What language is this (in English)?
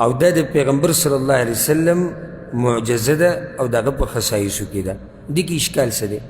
Pashto